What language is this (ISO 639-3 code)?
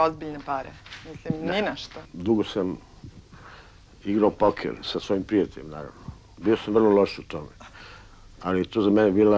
srp